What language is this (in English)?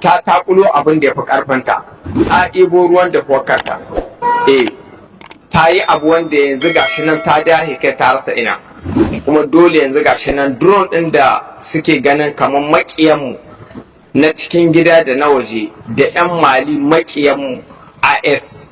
Hausa